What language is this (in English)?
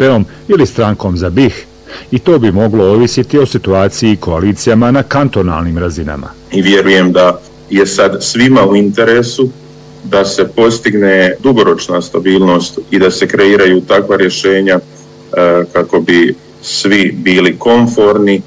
Bosnian